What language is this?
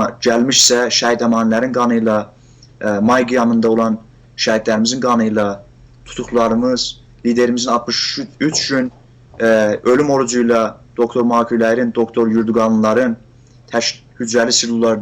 South Azerbaijani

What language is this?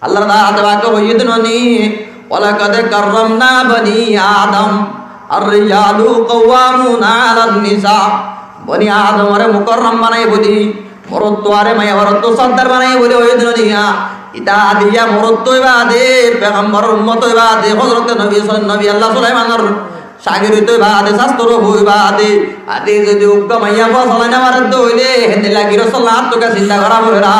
Rohingya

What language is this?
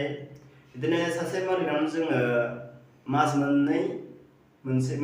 Bodo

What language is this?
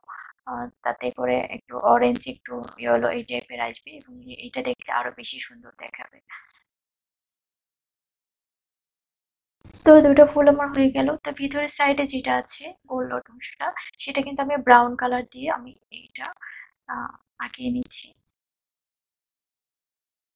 Bangla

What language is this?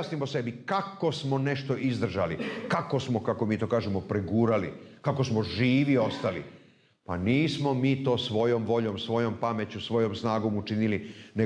Serbian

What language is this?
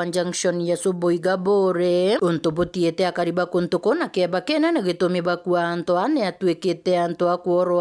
Meru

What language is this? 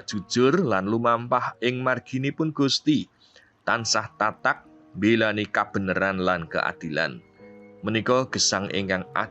Javanese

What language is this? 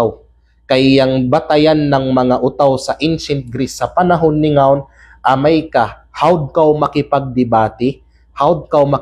Kalagan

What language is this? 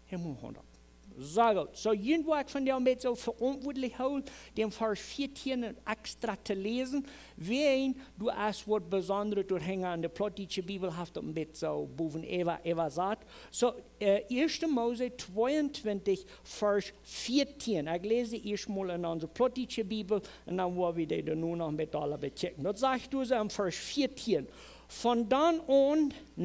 Plautdietsch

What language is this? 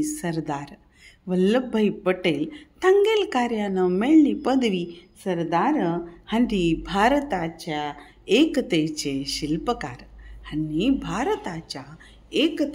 Konkani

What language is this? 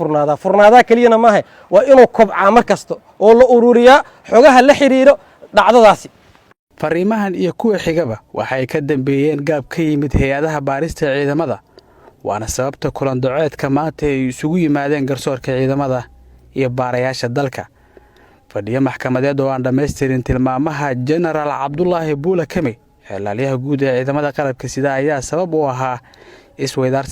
Somali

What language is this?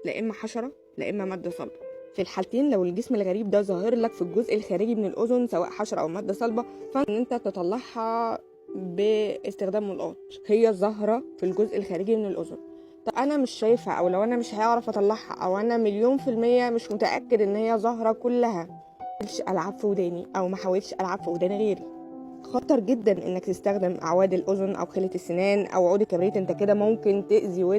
Egyptian Arabic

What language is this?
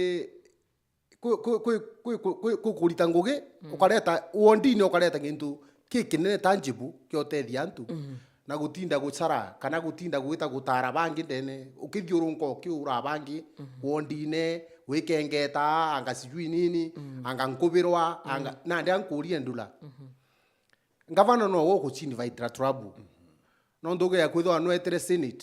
Meru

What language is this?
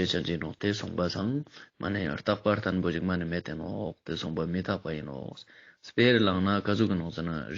Ladakhi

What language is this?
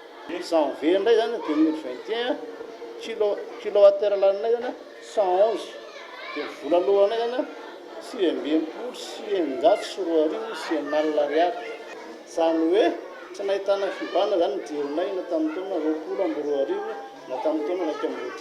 Malagasy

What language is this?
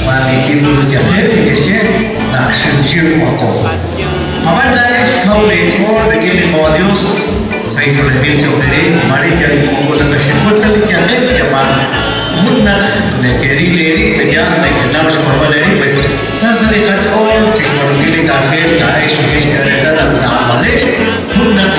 Kekchí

